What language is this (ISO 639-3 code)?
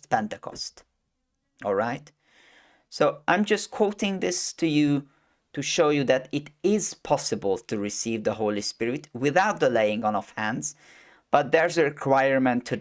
eng